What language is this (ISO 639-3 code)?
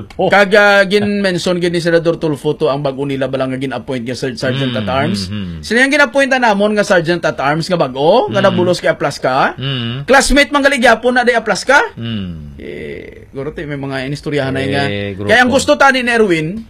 hil